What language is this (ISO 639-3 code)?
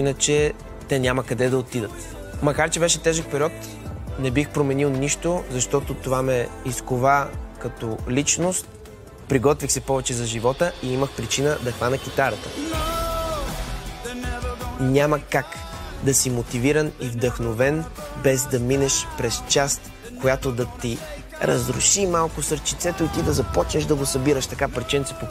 bul